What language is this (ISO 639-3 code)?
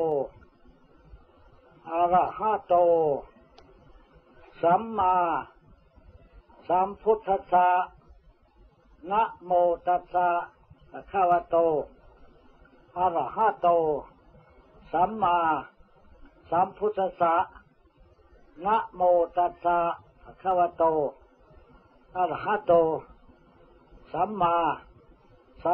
tha